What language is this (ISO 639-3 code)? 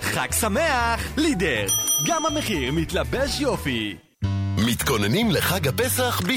heb